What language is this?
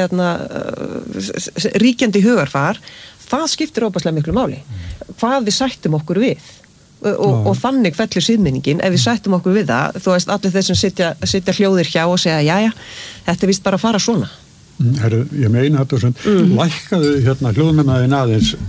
Icelandic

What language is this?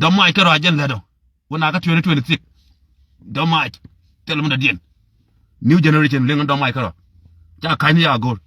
Nuer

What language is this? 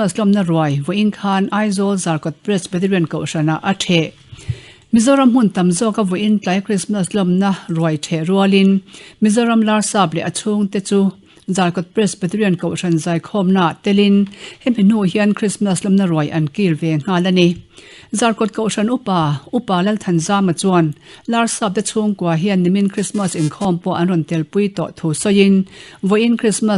Mizo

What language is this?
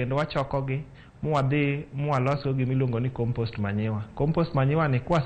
Luo (Kenya and Tanzania)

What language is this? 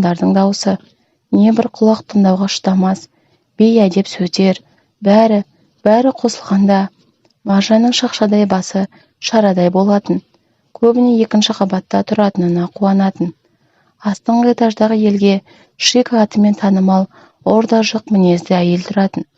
Kazakh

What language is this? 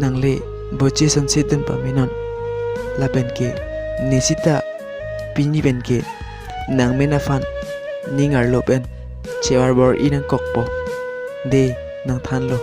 Karbi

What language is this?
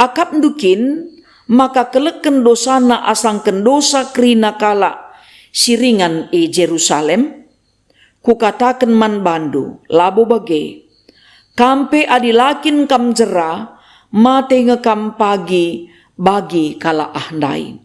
Batak Karo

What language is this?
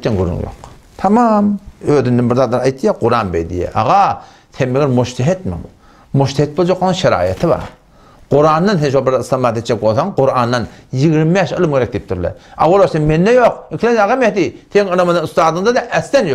Turkmen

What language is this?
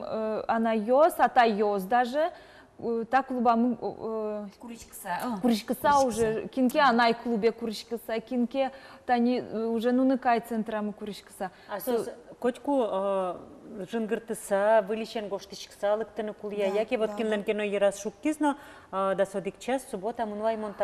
Udmurt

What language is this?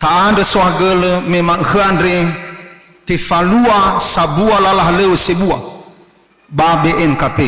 Nias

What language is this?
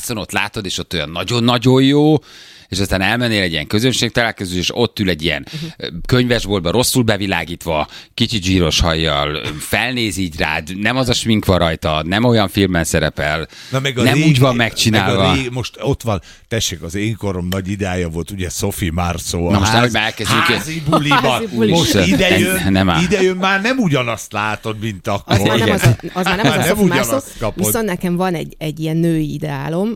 Hungarian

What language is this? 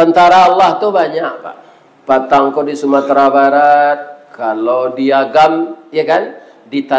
Minangkabau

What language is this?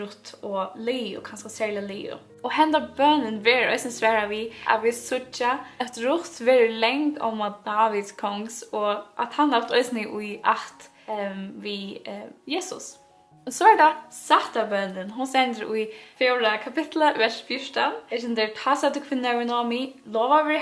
Faroese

